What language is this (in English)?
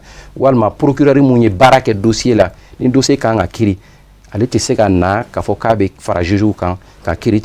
Bambara